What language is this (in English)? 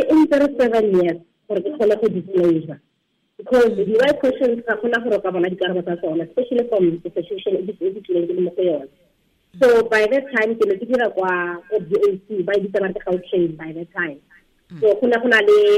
Tswana